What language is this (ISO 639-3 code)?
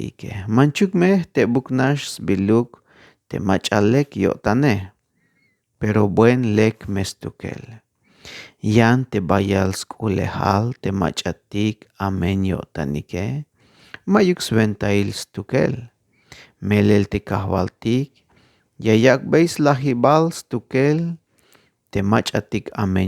tzh